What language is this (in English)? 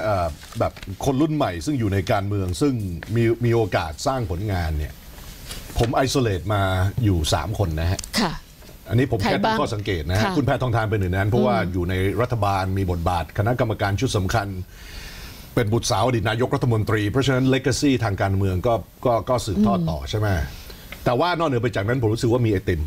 Thai